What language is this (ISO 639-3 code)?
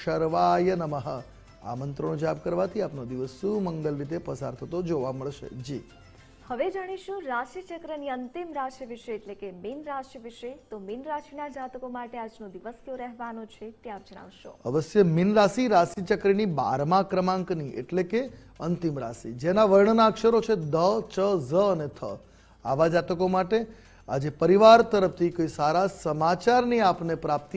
guj